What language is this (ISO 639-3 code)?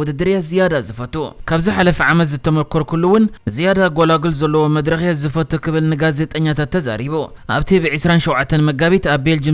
tir